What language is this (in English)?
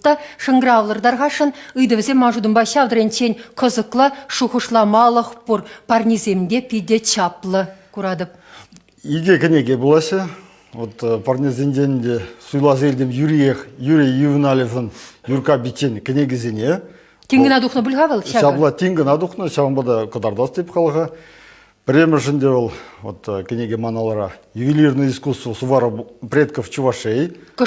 Chuvash